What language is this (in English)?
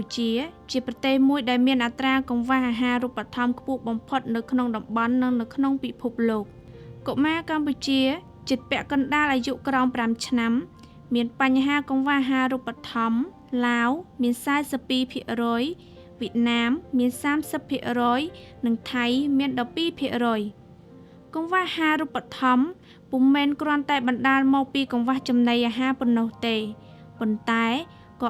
Khmer